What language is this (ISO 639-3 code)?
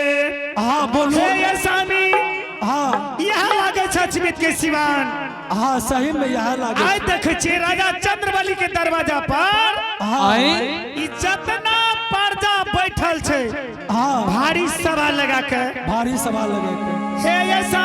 anp